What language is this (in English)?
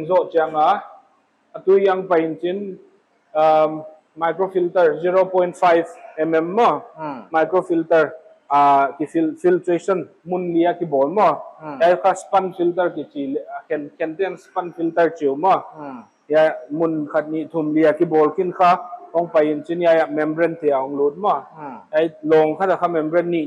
Paite Chin